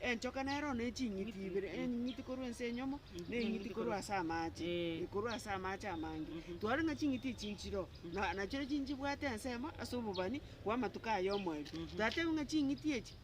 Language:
Gusii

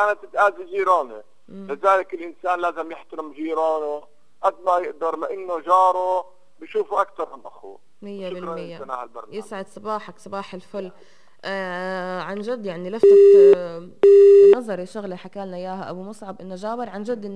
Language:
North Levantine Arabic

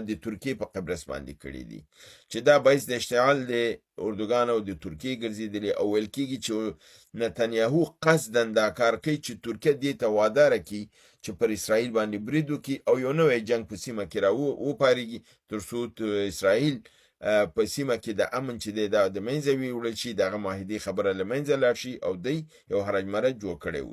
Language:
Pashto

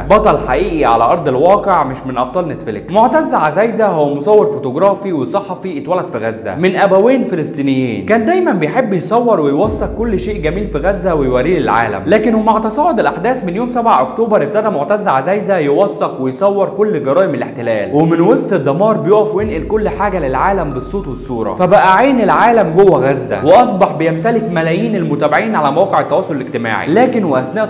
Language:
Egyptian Arabic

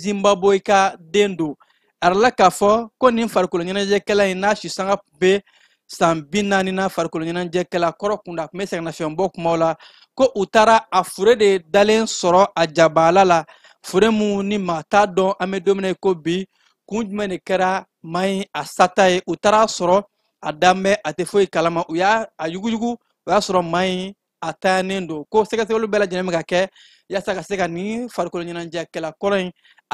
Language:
Bambara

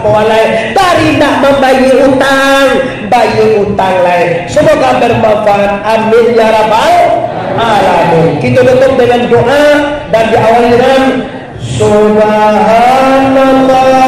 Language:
Minangkabau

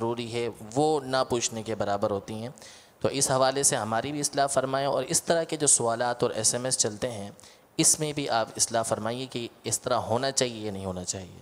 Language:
Urdu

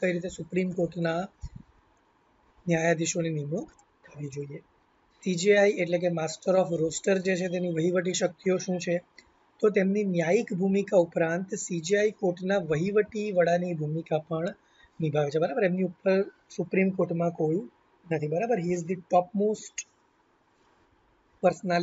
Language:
Gujarati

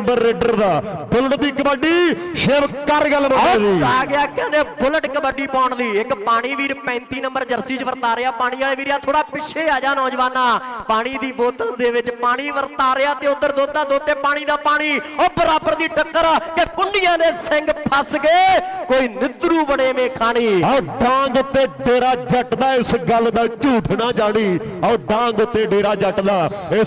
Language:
Punjabi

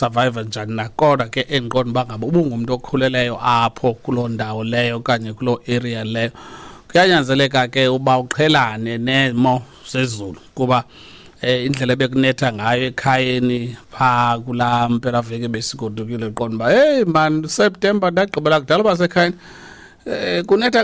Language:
Xhosa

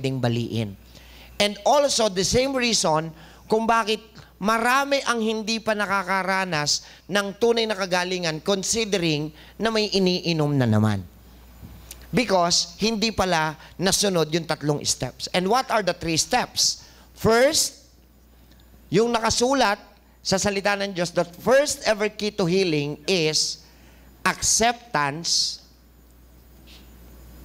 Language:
Filipino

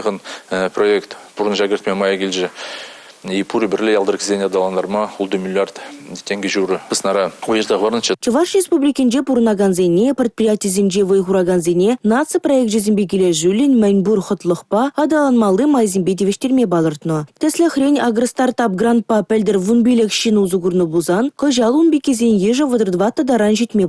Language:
Chuvash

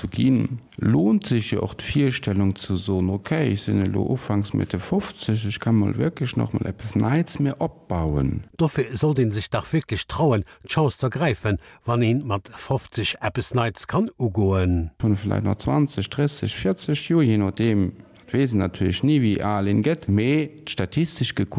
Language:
Luxembourgish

